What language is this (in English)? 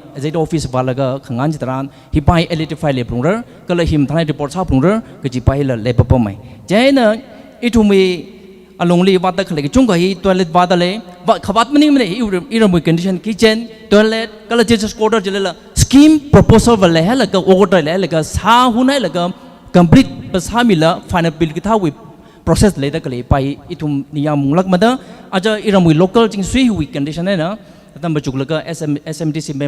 Tangkhul Naga (India)